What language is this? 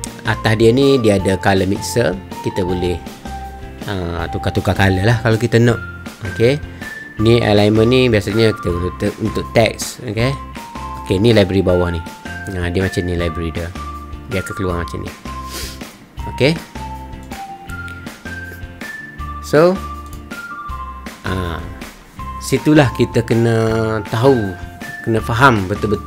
Malay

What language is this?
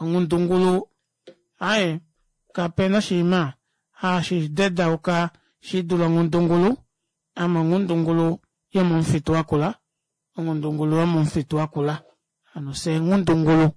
Kuanyama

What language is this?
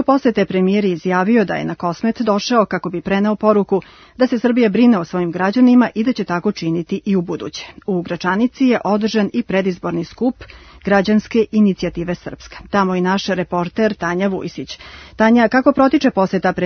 Serbian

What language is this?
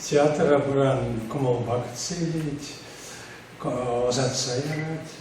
Chuvash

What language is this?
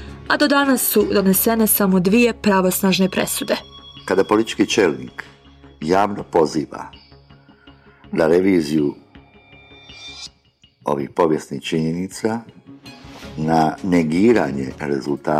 Bosnian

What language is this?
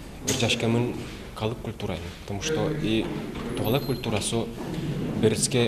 Udmurt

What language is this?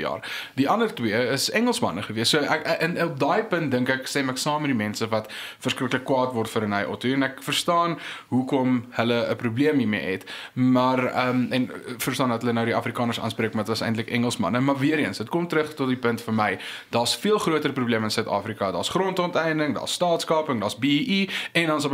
Afrikaans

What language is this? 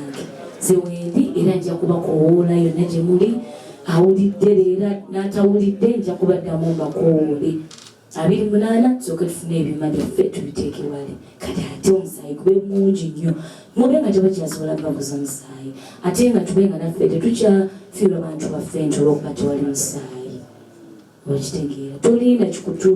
Ganda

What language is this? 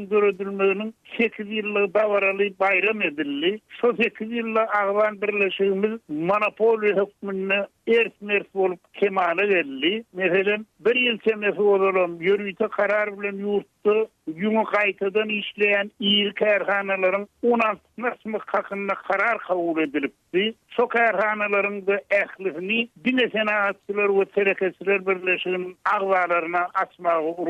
Turkmen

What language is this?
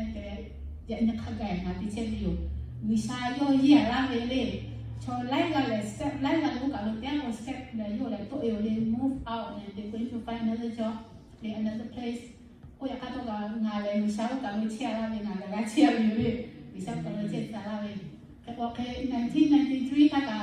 Lahu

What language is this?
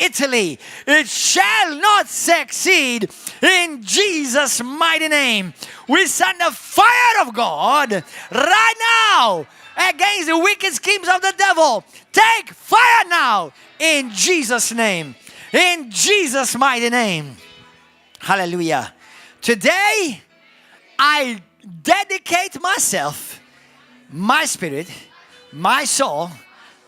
English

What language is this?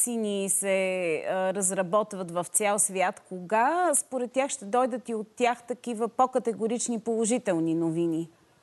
Bulgarian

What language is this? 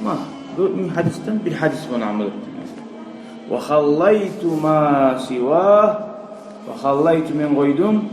Kumyk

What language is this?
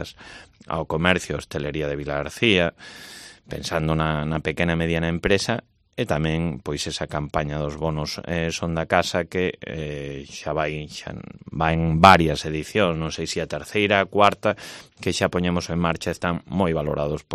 Galician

